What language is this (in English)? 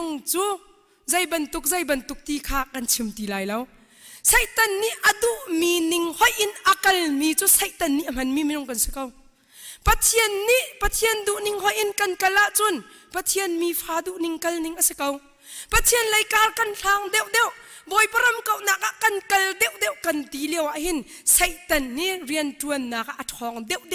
Hakha Chin